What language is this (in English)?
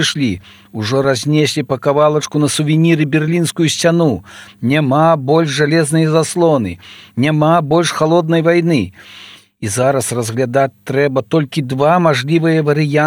Belarusian